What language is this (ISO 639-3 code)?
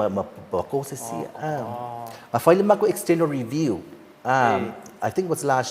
smo